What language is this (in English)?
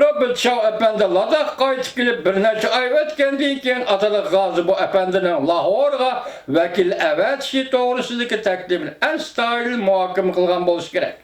Uyghur